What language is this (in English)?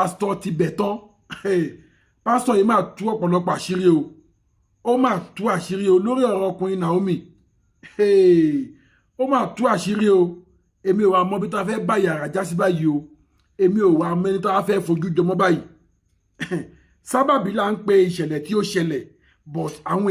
Yoruba